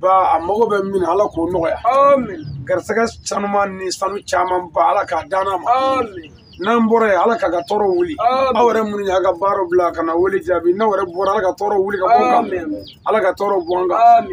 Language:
Bambara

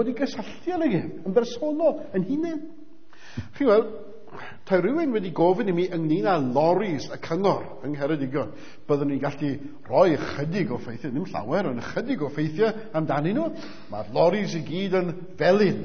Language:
Welsh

